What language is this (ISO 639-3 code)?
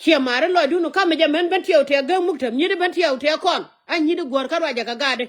nus